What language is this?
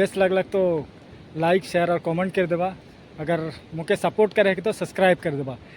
Sadri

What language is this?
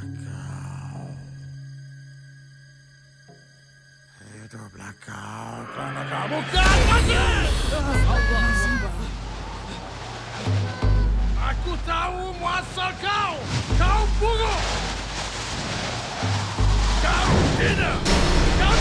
Malay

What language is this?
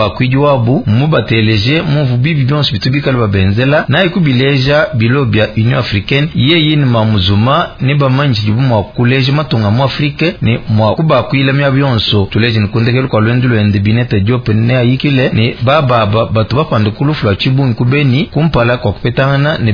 Luba-Lulua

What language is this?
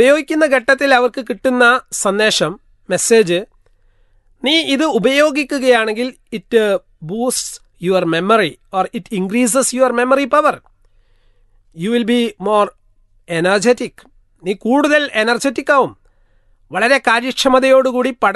Malayalam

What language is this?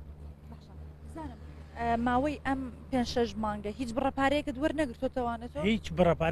Central Kurdish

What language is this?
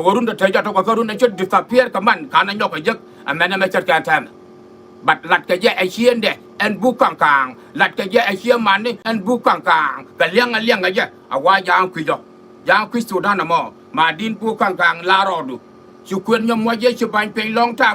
Nuer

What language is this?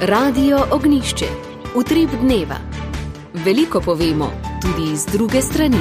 Slovenian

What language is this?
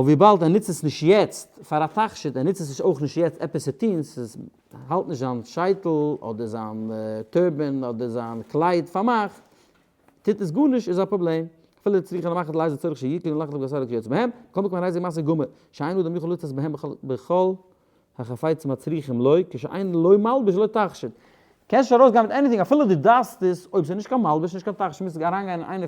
Yiddish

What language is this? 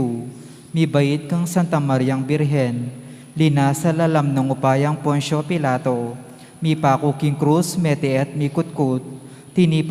Pampanga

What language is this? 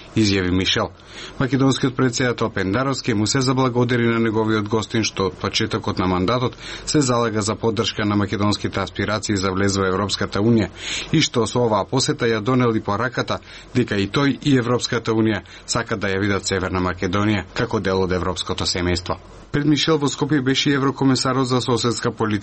Macedonian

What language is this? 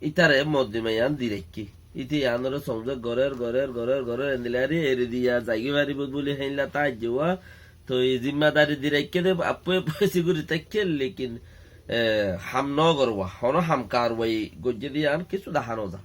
Rohingya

